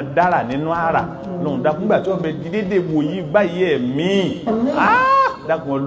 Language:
Yoruba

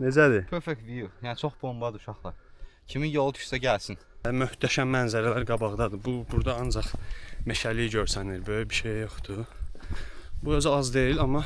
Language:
Azerbaijani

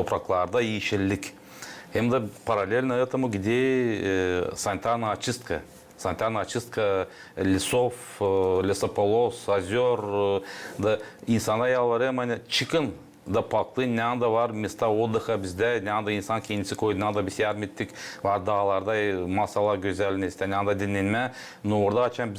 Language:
Gagauz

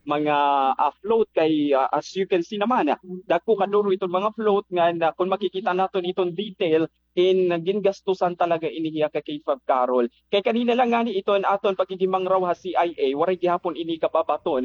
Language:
Waray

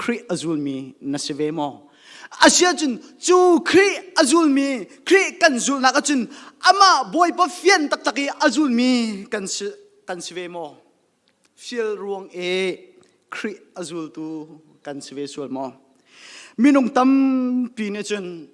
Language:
Hakha Chin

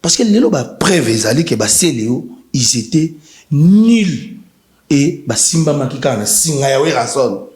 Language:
Lingala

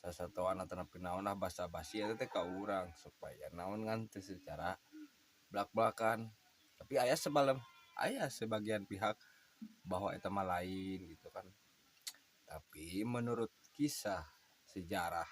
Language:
Sundanese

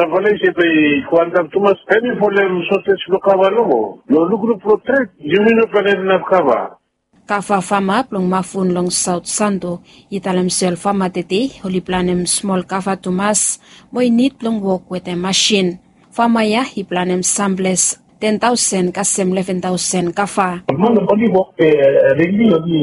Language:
Bislama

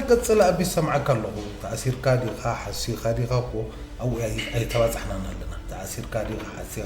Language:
Tigrinya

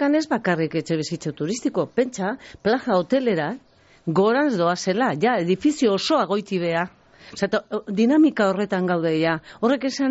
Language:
Basque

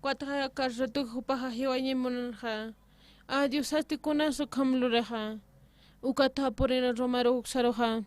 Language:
Aymara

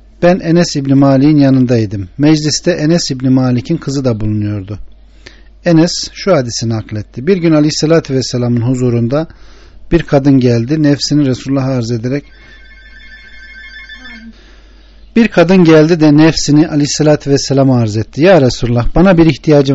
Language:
Turkish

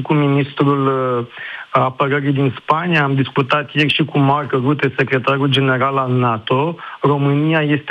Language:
Romanian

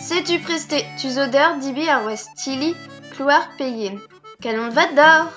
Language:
Breton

